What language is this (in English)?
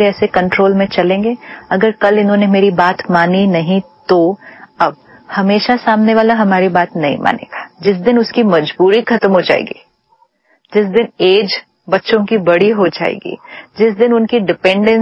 Hindi